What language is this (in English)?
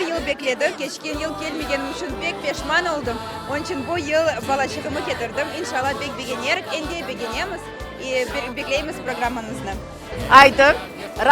Crimean Tatar